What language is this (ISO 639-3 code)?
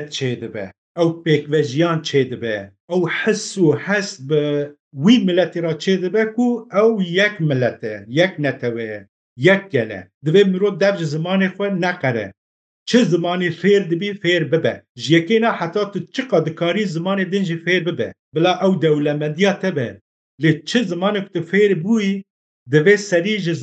kur